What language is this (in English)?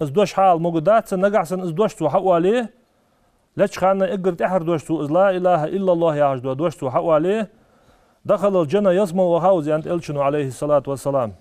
Ingush